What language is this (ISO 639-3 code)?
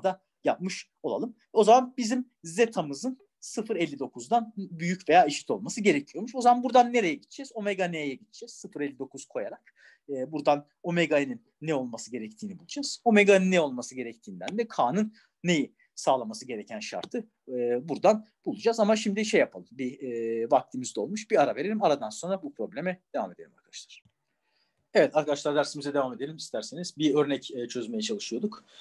tur